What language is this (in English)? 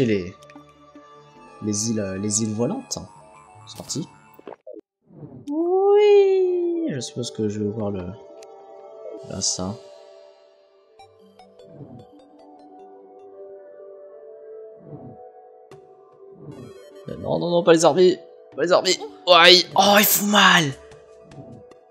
French